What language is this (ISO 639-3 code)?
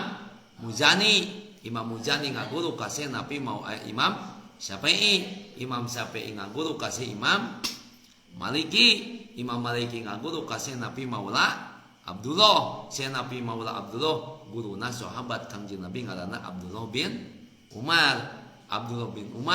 sun